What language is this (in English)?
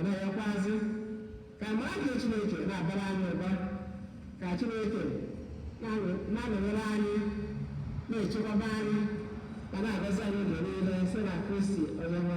Igbo